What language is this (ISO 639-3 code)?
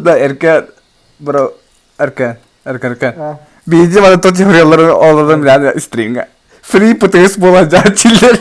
sah